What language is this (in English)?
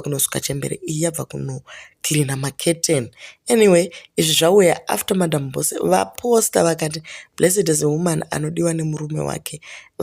Shona